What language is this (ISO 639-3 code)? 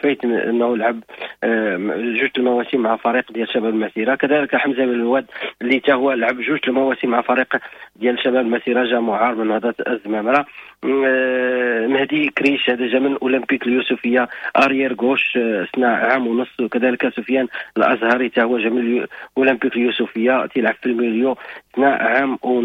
ary